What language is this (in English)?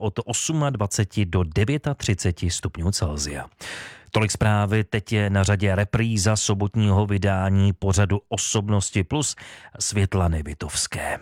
Czech